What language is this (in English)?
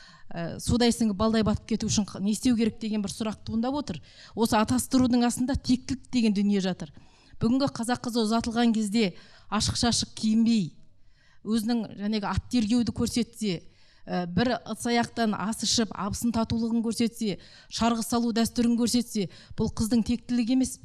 Kazakh